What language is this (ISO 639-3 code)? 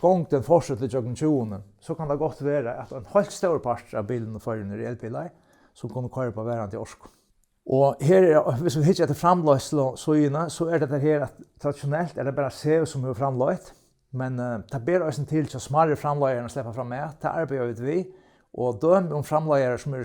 fao